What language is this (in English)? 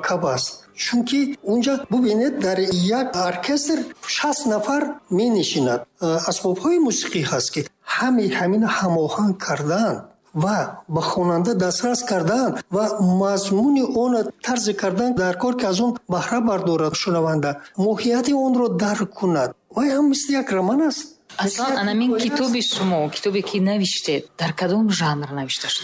Tajik